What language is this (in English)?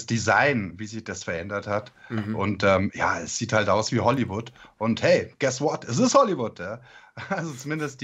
German